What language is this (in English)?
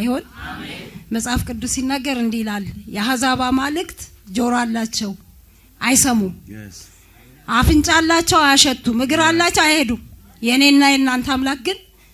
Amharic